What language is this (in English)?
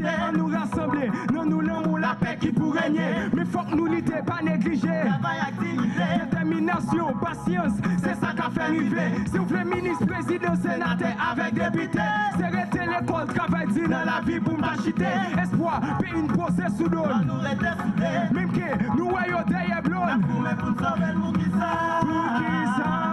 Haitian Creole